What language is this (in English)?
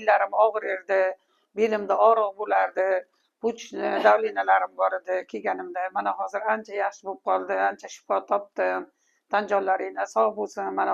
Uzbek